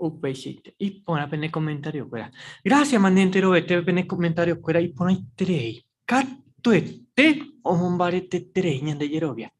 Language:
Guarani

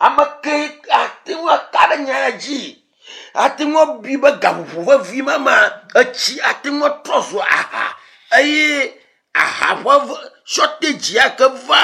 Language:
Ewe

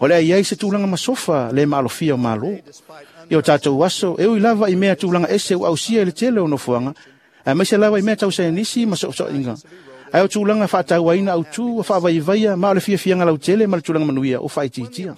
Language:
Samoan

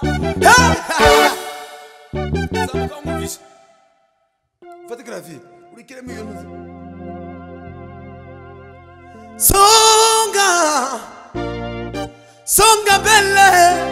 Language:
Kinyarwanda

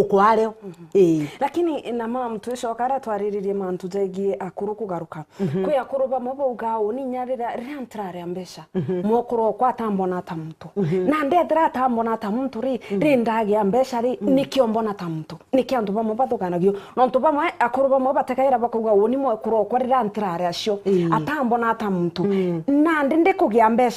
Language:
Meru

